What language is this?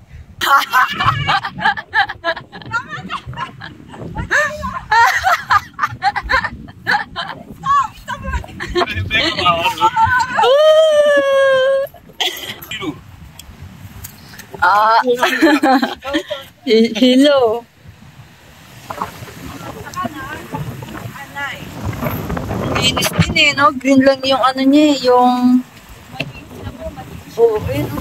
Filipino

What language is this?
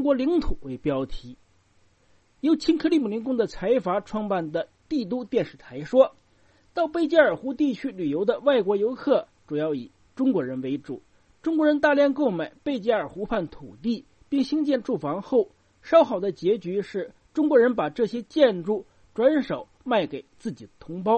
Chinese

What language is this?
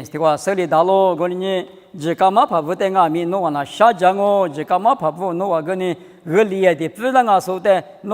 Lisu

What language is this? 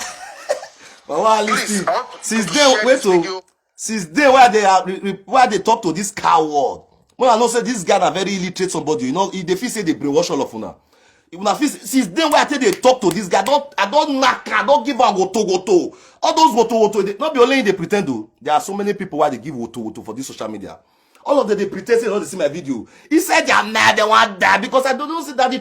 Nigerian Pidgin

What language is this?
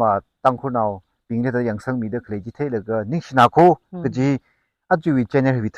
Tangkhul Naga (India)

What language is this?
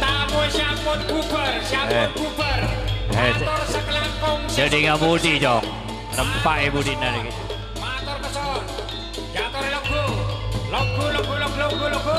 Madurese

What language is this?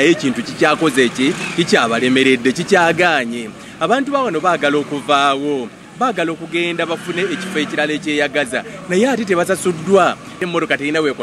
Ganda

